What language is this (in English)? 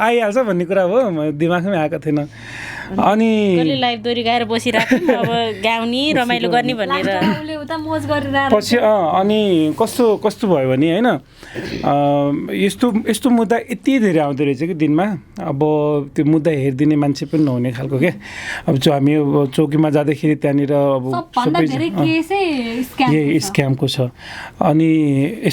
Nepali